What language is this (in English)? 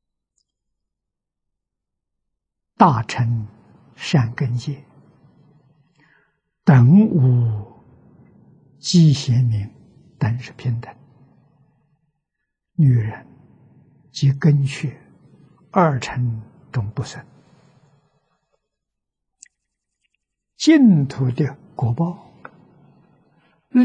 Chinese